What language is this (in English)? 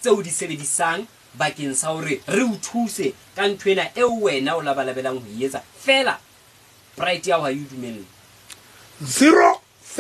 Southern Sotho